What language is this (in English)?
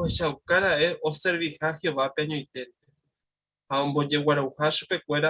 Guarani